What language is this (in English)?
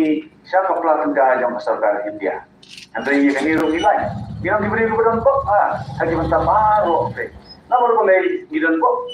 Khasi